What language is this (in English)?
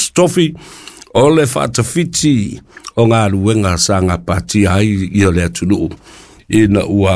Samoan